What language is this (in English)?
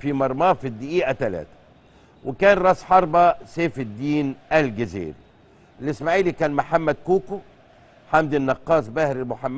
Egyptian Arabic